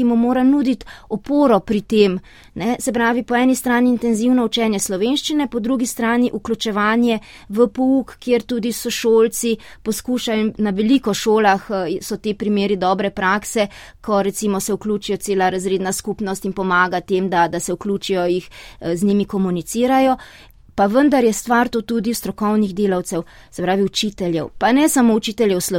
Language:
Slovenian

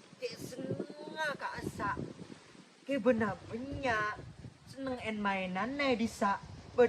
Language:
Madurese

